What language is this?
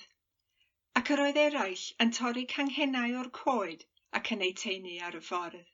Welsh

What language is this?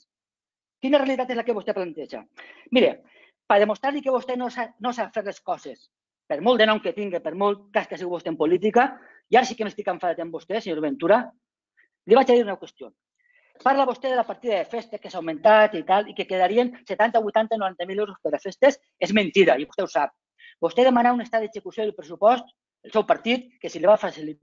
Catalan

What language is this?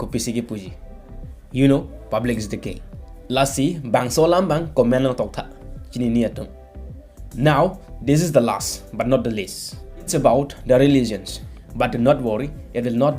Karbi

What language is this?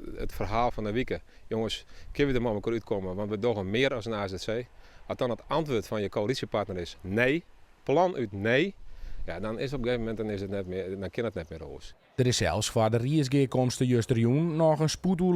Western Frisian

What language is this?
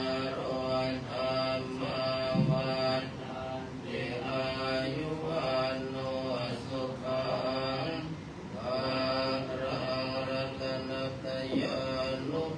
Pali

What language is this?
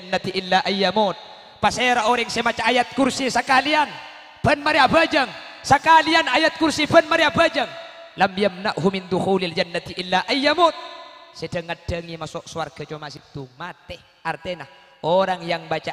Madurese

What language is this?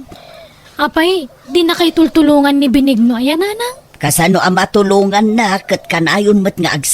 Iloko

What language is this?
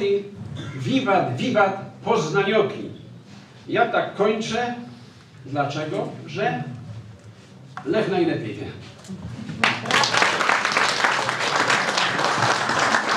Polish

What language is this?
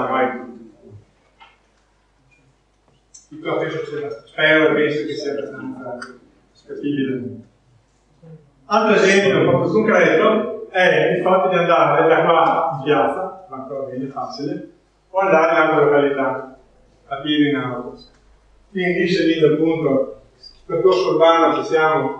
Italian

